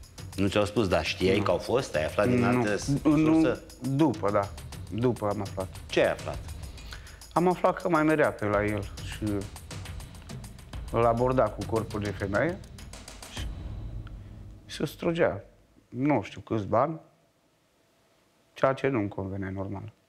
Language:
Romanian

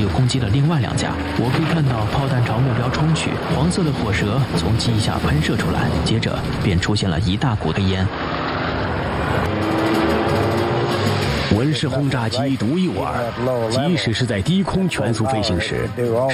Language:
Chinese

